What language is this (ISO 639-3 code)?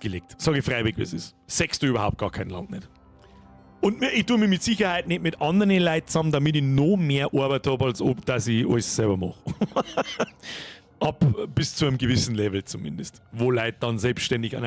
bar